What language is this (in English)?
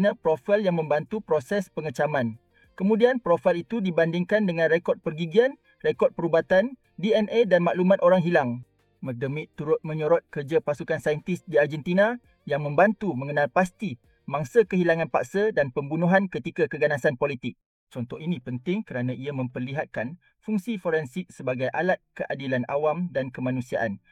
Malay